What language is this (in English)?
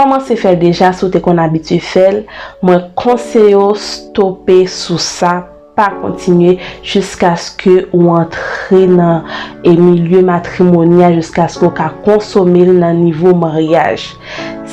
Haitian Creole